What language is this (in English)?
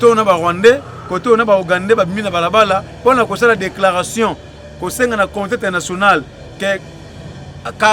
Lingala